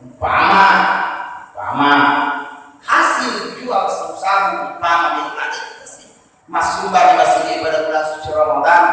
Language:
Buginese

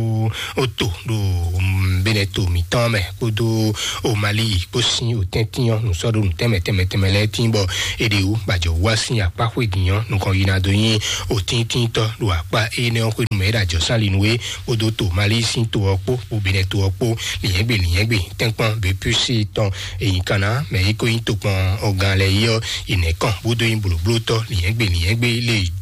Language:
Fon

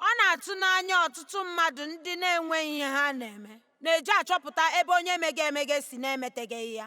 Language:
Igbo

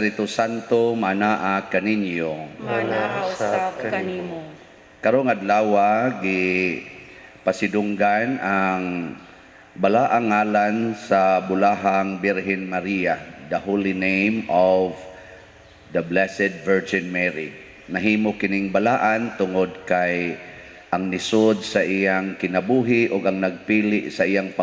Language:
Cebuano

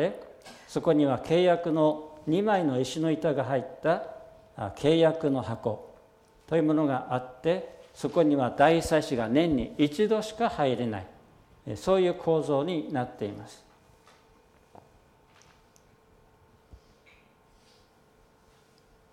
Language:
Japanese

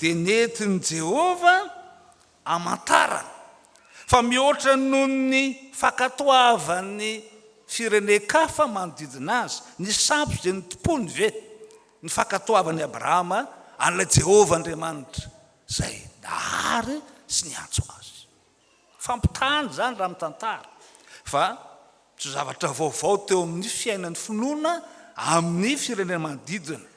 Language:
Malagasy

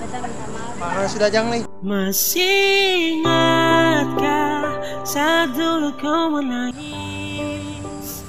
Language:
Ambonese Malay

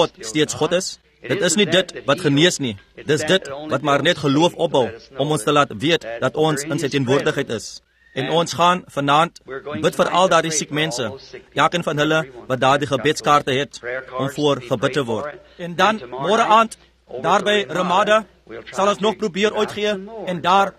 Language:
Afrikaans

